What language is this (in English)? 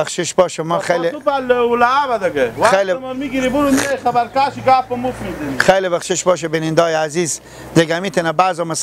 Persian